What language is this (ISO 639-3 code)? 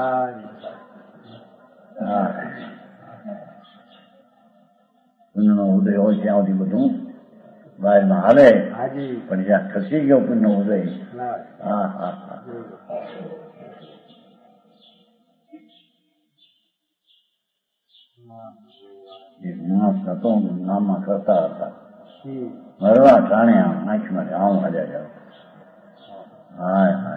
guj